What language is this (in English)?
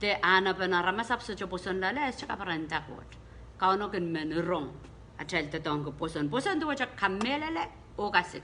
Pohnpeian